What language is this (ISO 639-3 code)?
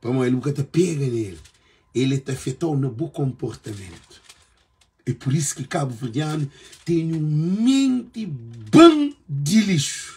kea